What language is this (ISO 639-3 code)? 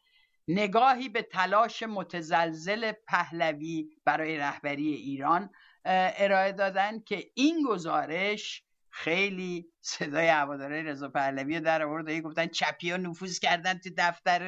fas